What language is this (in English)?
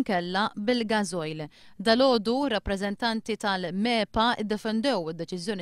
Maltese